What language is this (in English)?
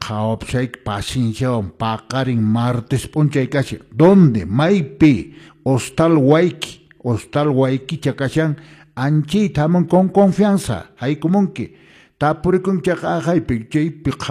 Quechua